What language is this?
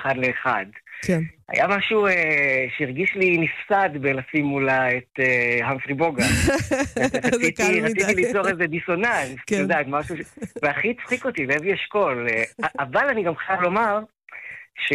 Hebrew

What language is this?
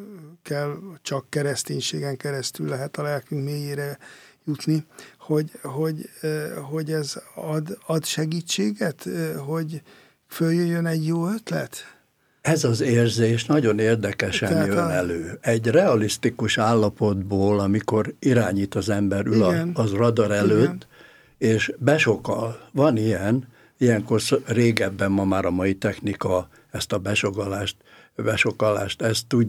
Hungarian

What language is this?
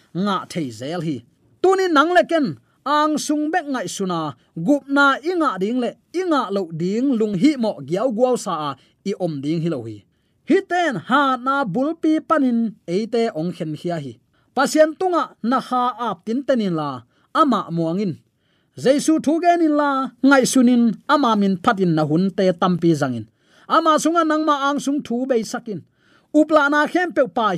Tedim Chin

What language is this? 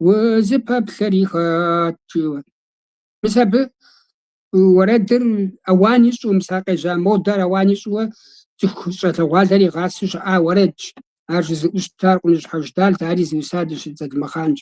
Kabardian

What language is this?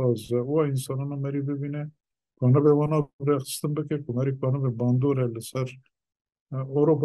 Kurdish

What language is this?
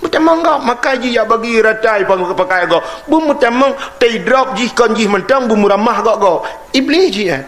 Achinese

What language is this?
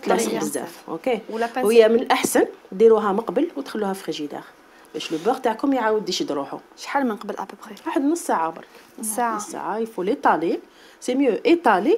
Algerian Arabic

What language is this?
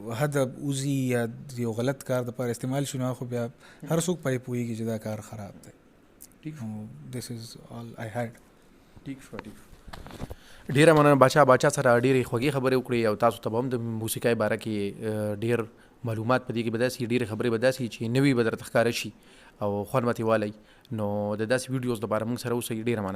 Pashto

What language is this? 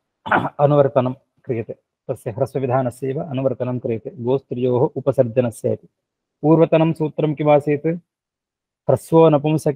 Sanskrit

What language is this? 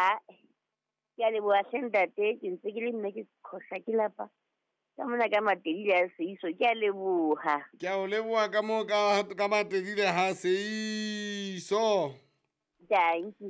Southern Sotho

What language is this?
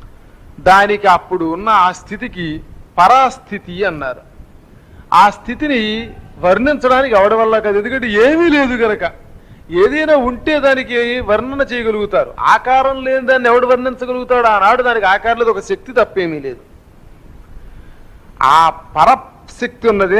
Telugu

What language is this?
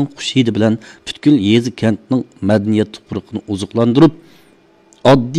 Uyghur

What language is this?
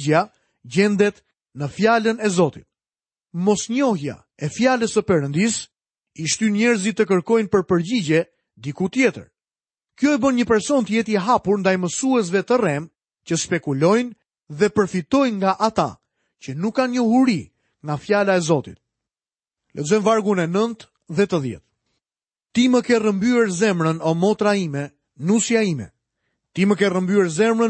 Albanian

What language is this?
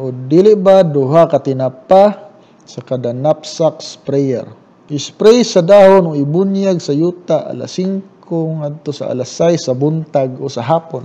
Cebuano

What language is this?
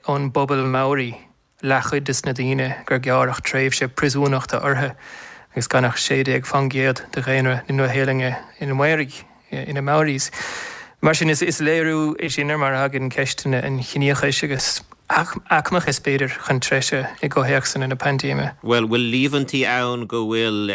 Irish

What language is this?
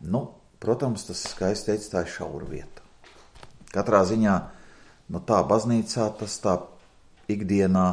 Latvian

